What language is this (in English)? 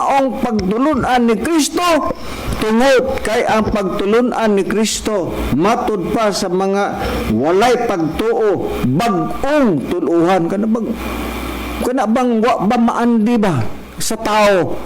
Cebuano